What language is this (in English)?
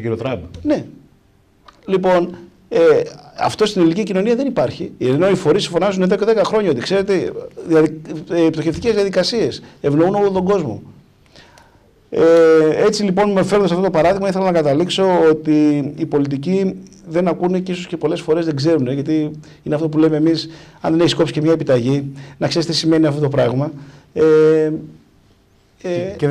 Greek